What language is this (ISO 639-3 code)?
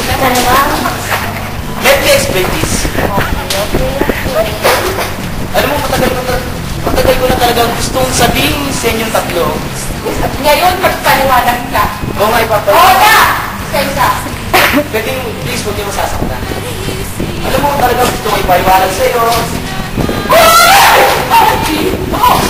fil